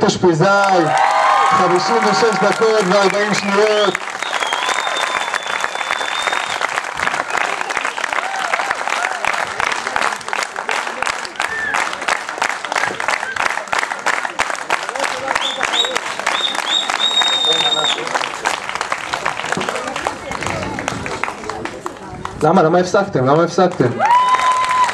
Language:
Hebrew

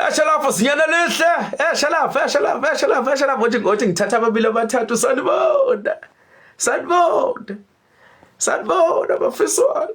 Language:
Zulu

